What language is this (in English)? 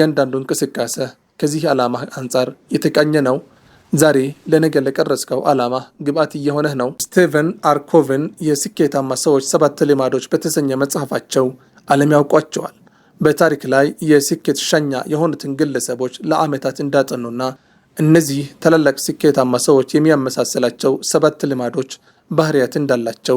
Amharic